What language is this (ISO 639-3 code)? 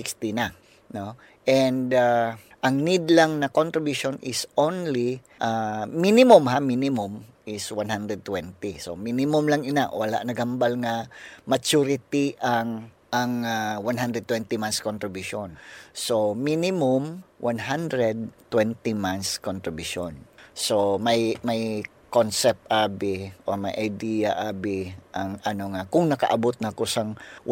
hil